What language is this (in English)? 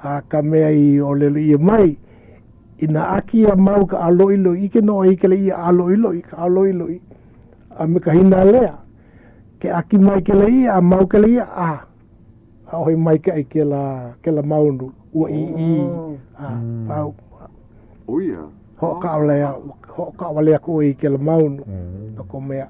Hawaiian